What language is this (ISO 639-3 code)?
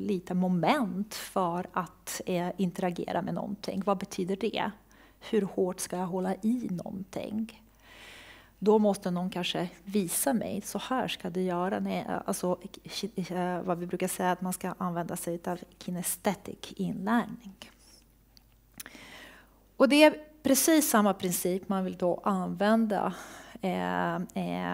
swe